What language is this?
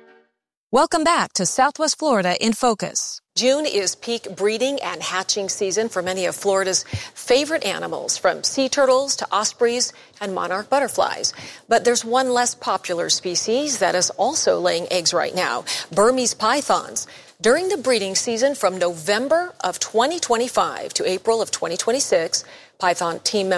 English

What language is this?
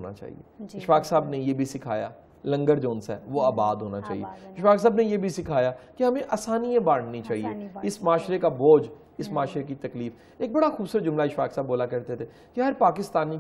Urdu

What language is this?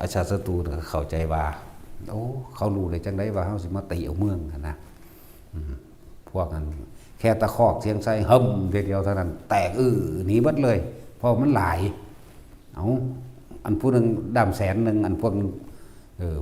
Northeastern Thai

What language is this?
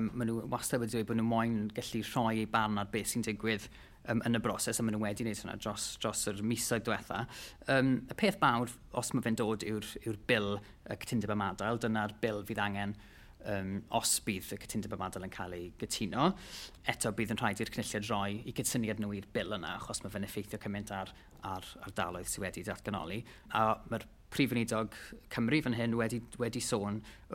Welsh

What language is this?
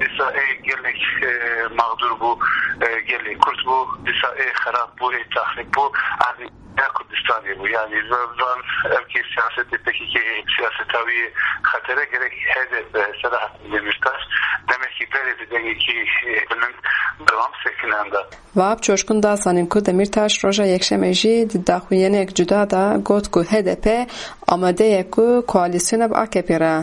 Kurdish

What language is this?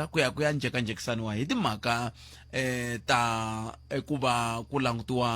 Tsonga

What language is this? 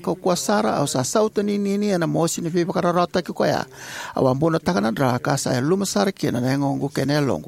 Fijian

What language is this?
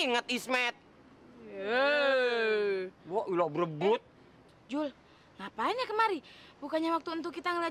Betawi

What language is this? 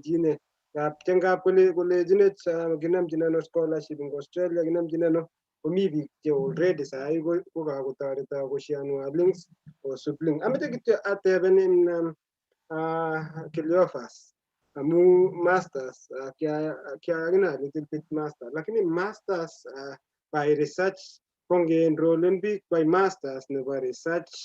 Kalenjin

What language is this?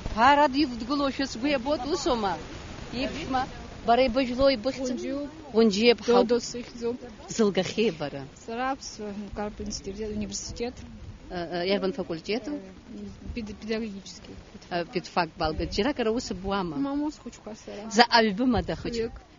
Abkhazian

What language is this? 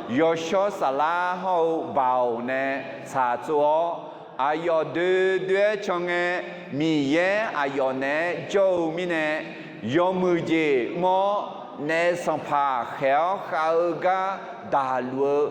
Akha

